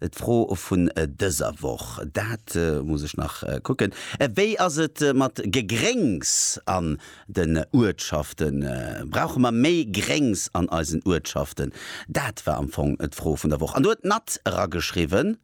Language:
Luxembourgish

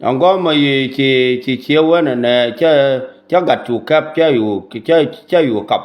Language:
Nuer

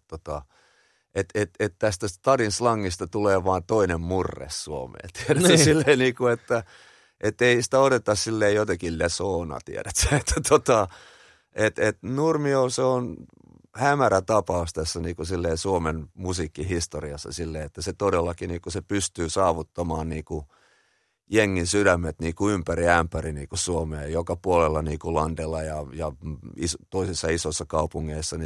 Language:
Finnish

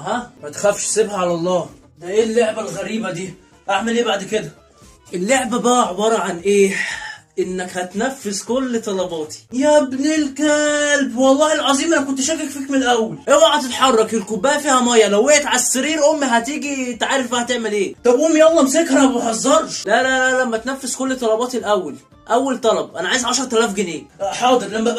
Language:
Egyptian Arabic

